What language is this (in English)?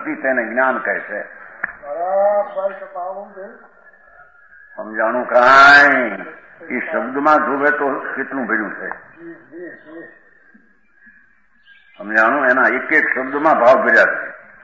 Gujarati